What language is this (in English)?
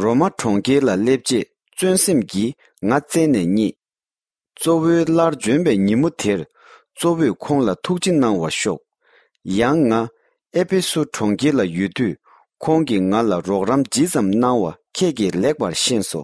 Tibetan